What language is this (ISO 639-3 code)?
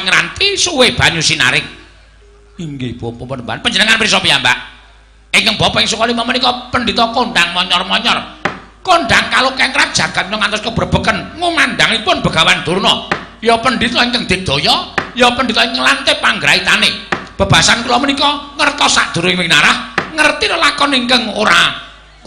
jav